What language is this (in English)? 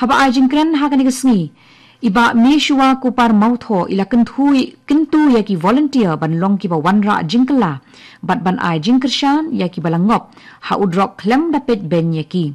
Khasi